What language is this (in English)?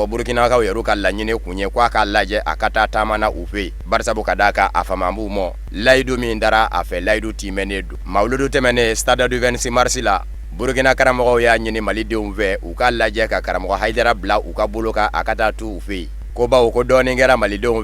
Bambara